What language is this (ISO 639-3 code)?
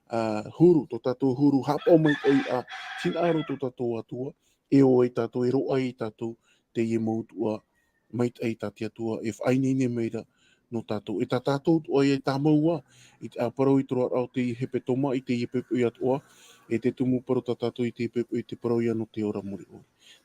tah